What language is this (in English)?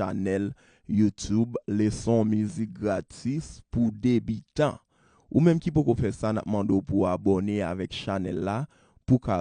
Haitian Creole